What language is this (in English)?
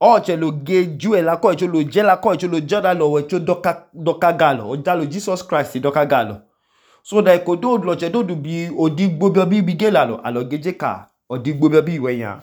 Idoma